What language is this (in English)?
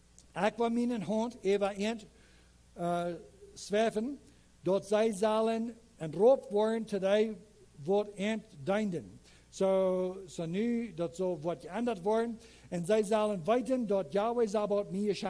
Plautdietsch